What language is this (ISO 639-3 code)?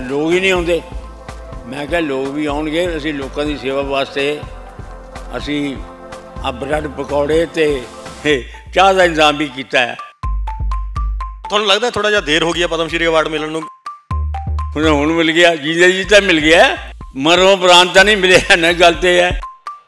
pan